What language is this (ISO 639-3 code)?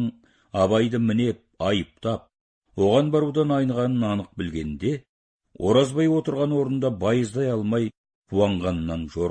kaz